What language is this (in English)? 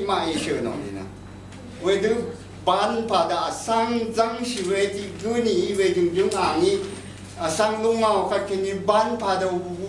Rawang